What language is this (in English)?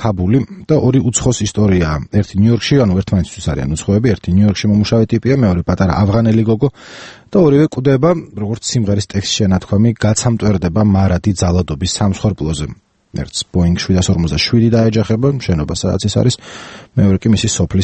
Georgian